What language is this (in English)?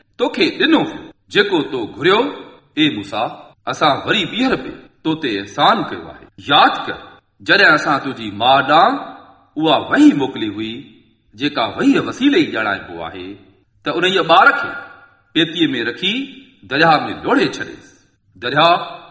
Sindhi